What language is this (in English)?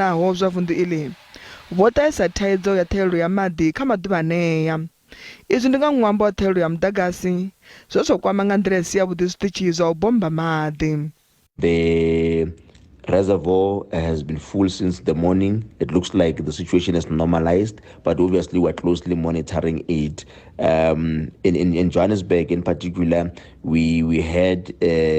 Venda